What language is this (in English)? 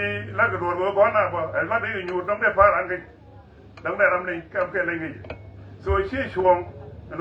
Nuer